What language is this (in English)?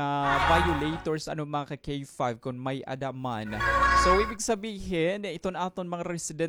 Waray